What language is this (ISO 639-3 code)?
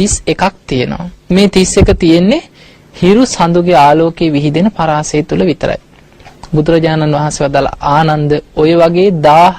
sin